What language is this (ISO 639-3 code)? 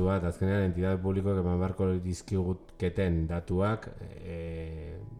eus